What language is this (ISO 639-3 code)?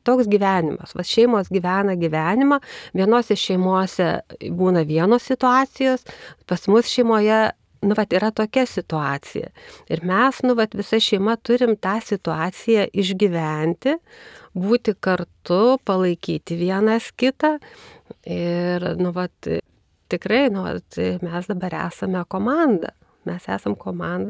lit